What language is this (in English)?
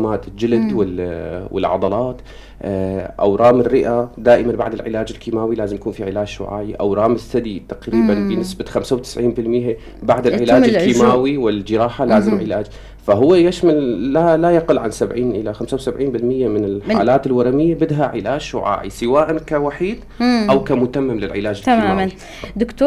North Levantine Arabic